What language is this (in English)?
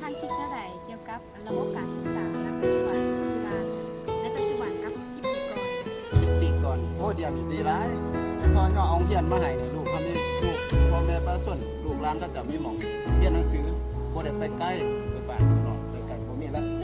Lao